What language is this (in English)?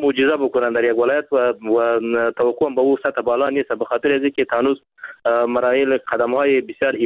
Persian